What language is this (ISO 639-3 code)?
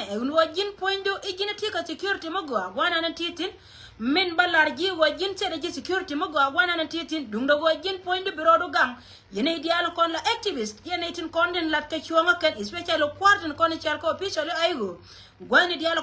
nus